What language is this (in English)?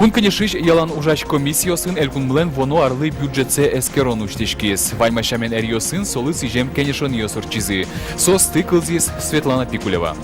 Udmurt